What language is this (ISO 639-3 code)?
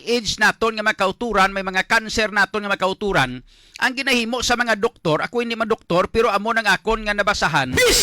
hil